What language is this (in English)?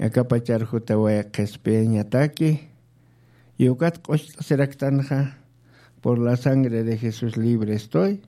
Aymara